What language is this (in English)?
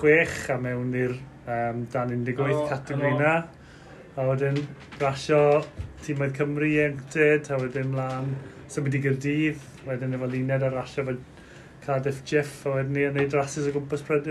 Welsh